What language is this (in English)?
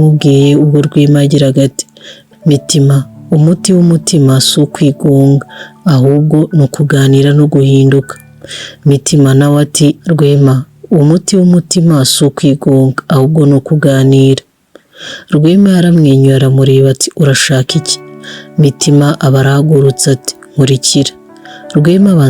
Kinyarwanda